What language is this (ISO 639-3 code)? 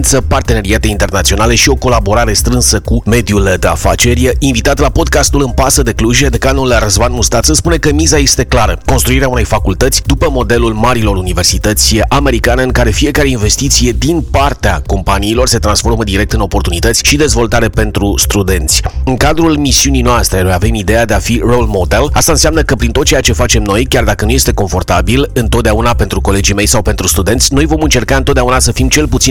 ron